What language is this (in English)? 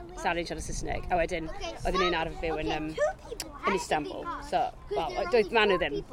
Welsh